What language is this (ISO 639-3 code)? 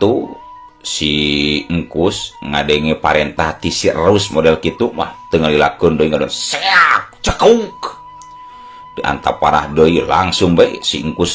sun